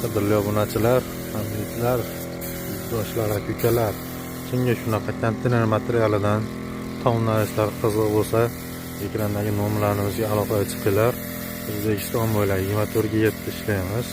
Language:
Uzbek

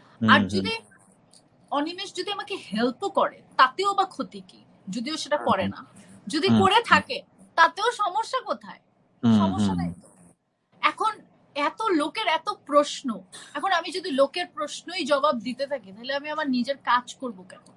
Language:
Bangla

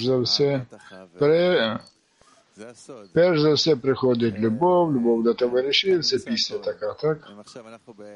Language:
Ukrainian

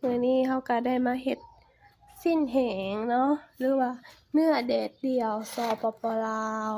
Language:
Lao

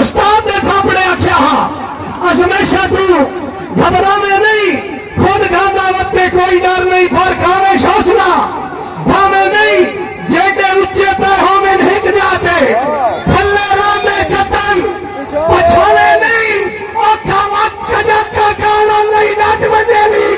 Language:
Saraiki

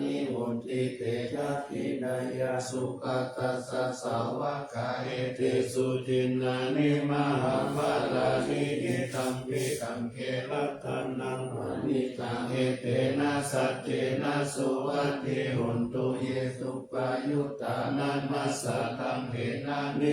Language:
Pali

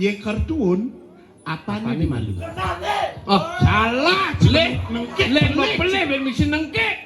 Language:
Balinese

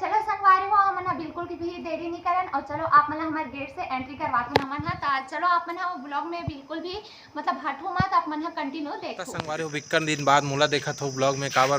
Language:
Chhattisgarhi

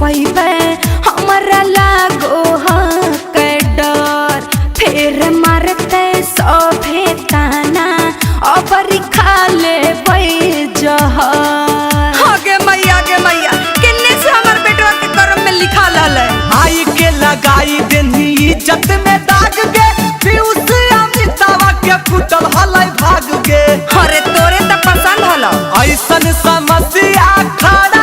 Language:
Magahi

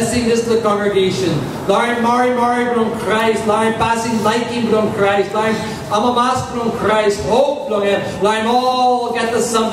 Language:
Tok Pisin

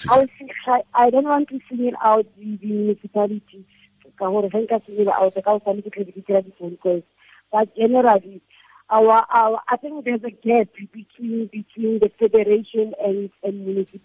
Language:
Tswana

